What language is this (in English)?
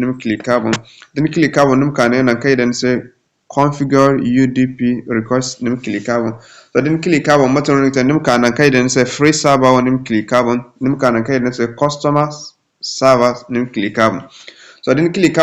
Zarma